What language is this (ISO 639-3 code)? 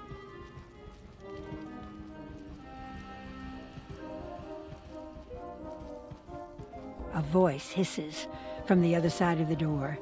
eng